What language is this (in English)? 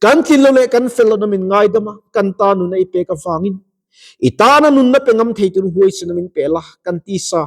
Mizo